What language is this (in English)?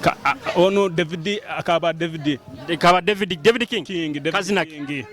Nyoro